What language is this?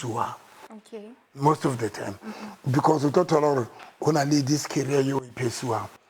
Southern Sotho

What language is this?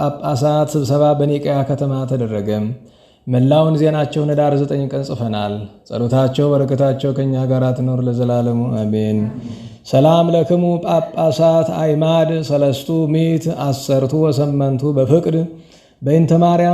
Amharic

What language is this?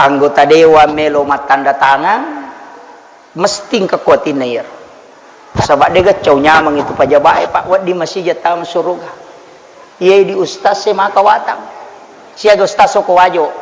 Buginese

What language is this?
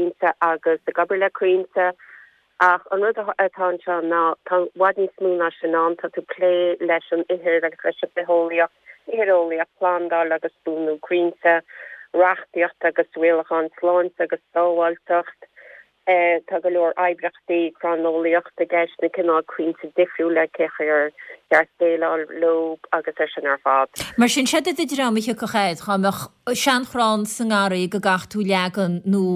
Irish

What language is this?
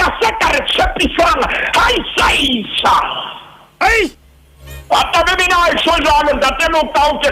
Southern Sotho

